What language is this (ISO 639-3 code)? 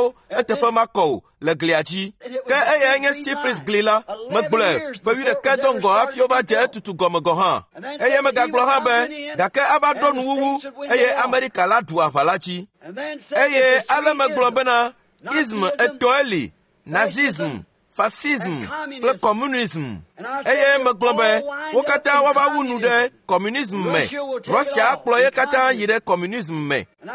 ewe